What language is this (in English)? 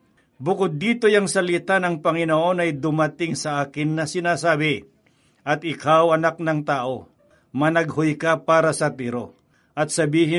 Filipino